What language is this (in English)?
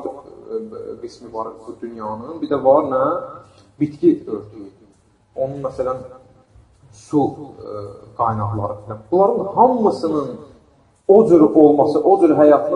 Azerbaijani